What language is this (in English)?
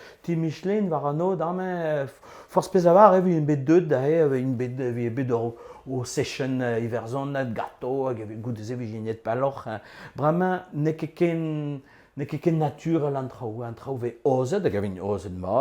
Breton